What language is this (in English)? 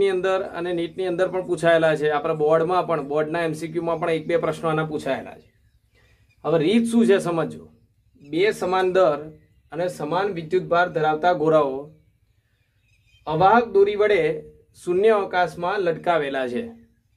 Gujarati